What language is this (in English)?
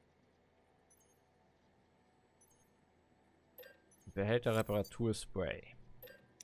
German